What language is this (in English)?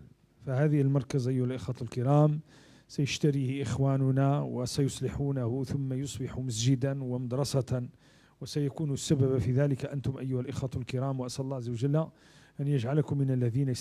Moroccan Arabic